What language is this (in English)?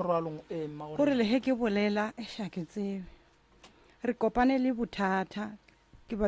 Northern Sotho